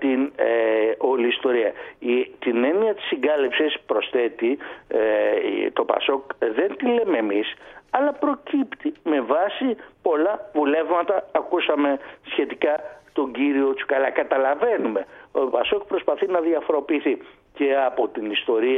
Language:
Greek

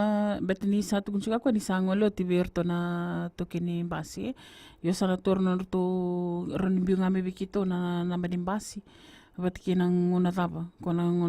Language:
Fijian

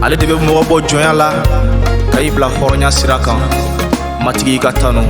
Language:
Bambara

